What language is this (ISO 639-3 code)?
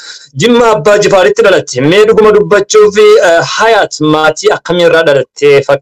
orm